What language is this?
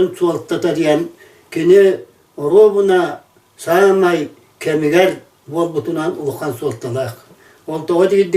Yakut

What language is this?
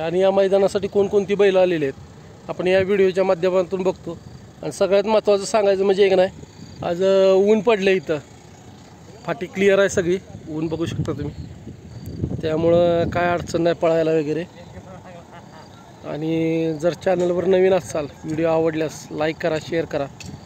Marathi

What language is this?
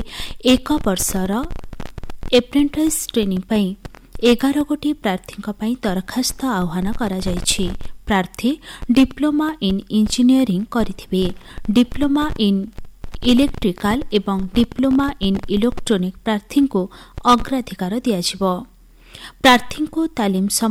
Odia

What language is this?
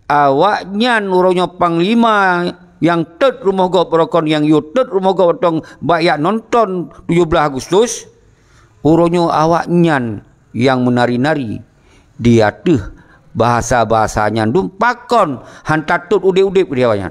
Achinese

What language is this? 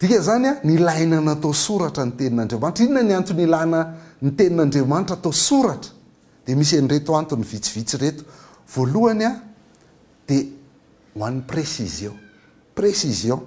Malagasy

